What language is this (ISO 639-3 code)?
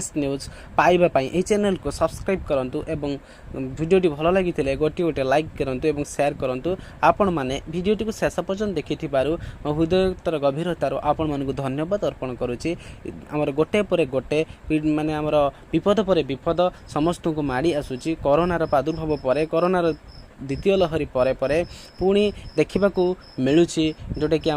ori